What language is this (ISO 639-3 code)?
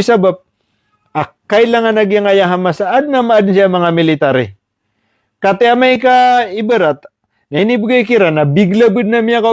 mrw